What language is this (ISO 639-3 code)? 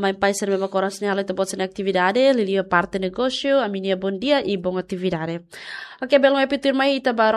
tet